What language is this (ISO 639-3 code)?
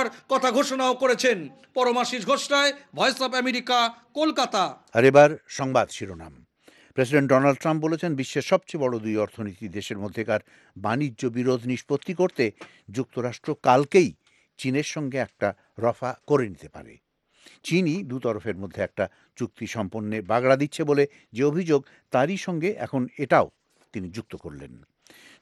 ben